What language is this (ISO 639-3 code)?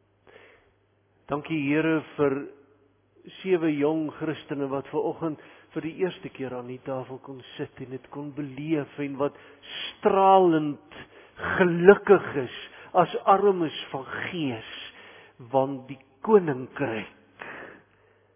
afr